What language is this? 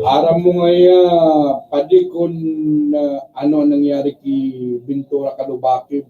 Bikol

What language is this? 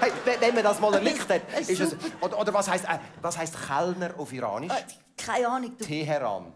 Swiss German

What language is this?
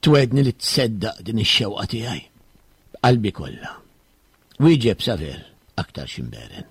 Maltese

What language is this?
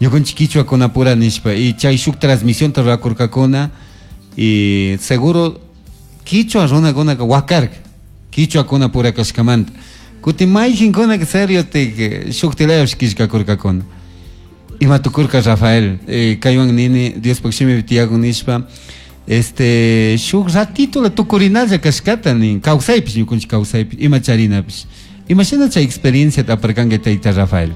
Chimborazo Highland Quichua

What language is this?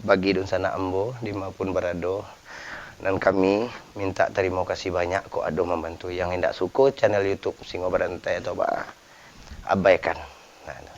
Minangkabau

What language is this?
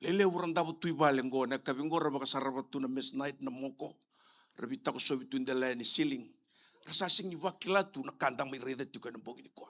Fijian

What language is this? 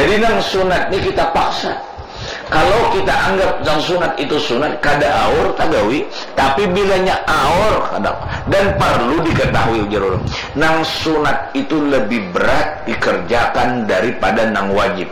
Banjar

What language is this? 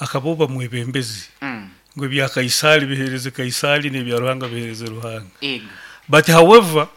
Nyankole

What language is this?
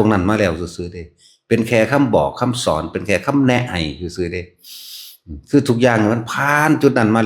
Northeastern Thai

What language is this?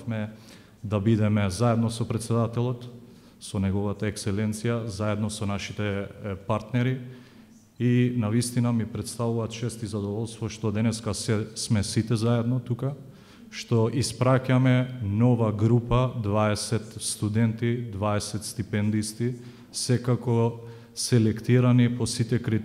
Macedonian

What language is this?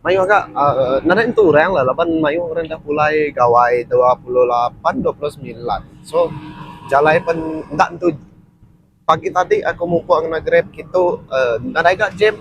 Iban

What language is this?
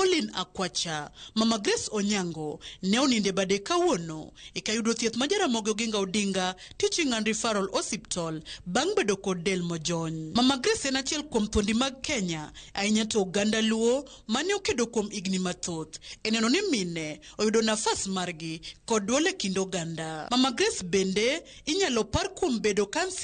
Luo (Kenya and Tanzania)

